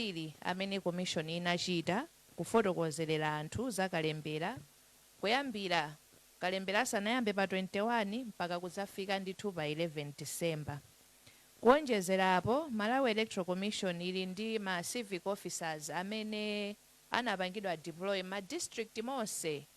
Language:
Nyanja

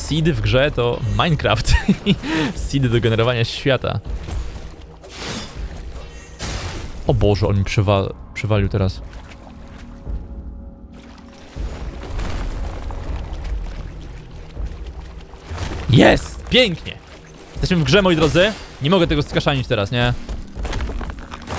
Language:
Polish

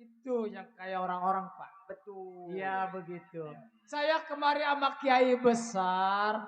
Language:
Betawi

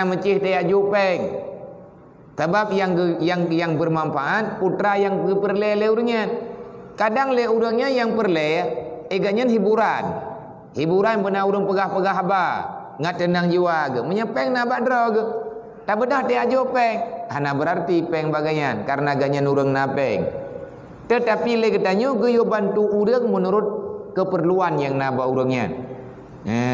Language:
Achinese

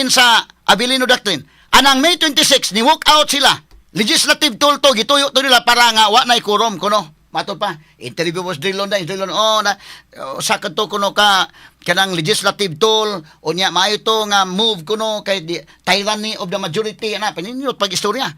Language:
Cebuano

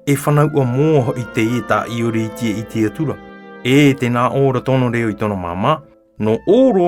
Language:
Tahitian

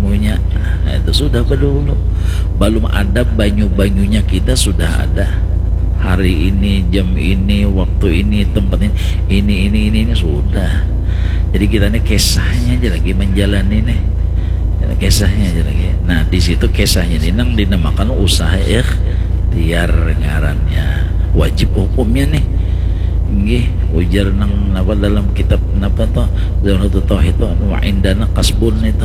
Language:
Banjar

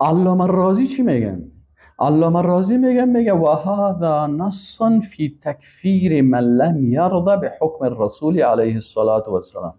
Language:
Persian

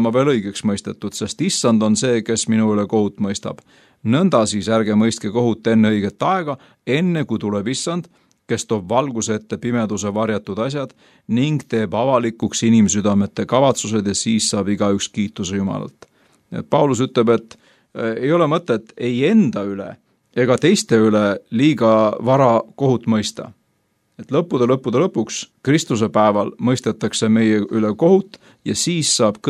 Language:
Estonian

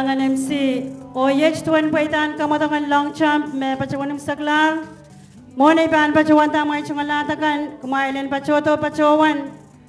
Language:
Pohnpeian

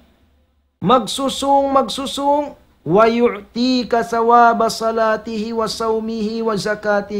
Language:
Tausug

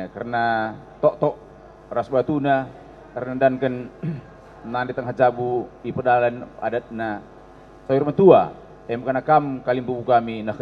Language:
Batak Karo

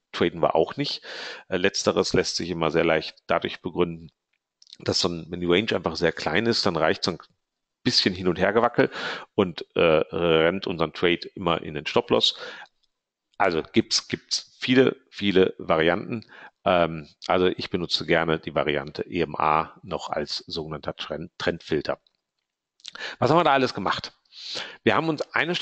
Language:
German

